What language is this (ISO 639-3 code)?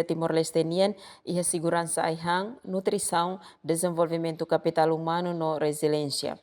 tet